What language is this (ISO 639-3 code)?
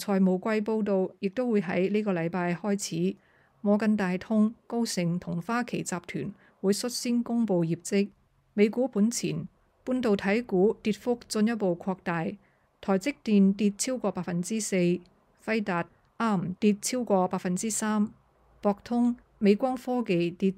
yue